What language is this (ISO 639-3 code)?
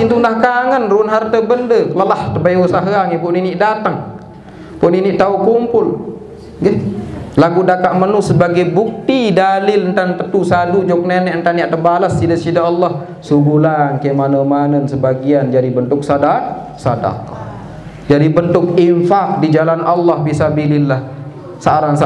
sas